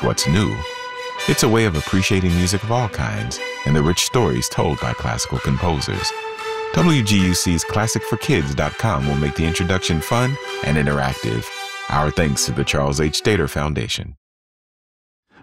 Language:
English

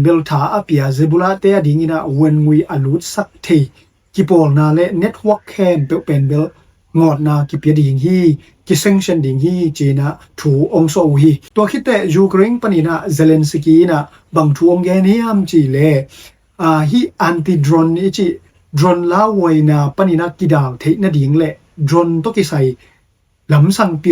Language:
Tedim Chin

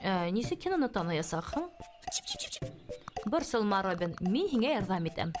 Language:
Bashkir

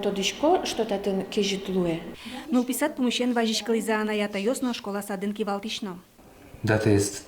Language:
Udmurt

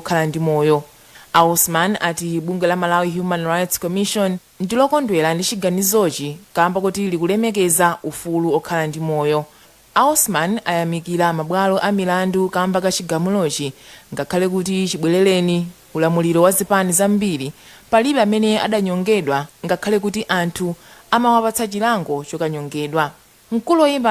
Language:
Nyanja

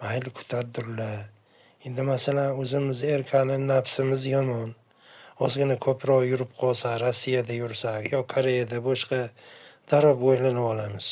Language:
Uzbek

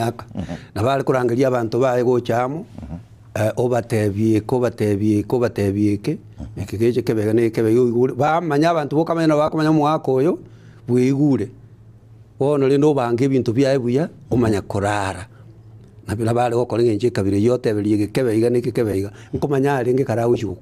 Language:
Gusii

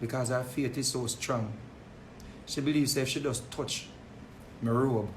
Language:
Jamaican Creole English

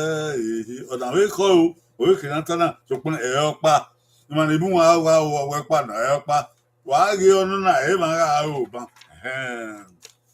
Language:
Bini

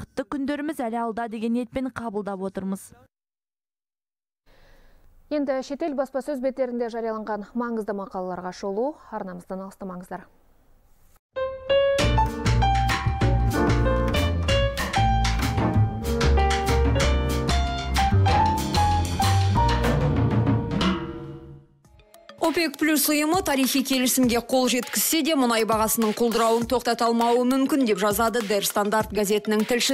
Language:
Kazakh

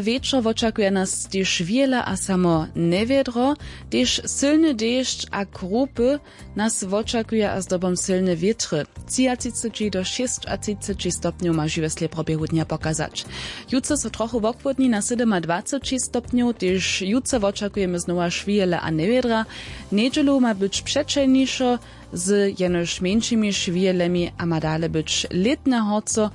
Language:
Upper Sorbian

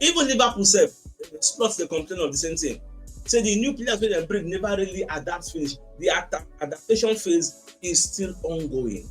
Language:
Nigerian Pidgin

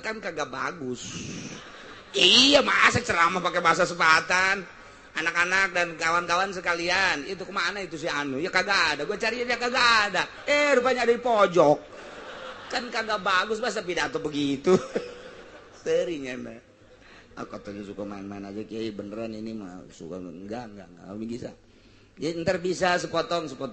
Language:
Sundanese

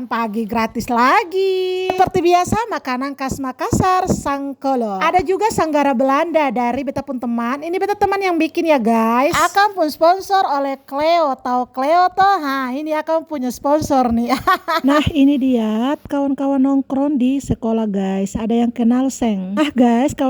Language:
Ambonese Malay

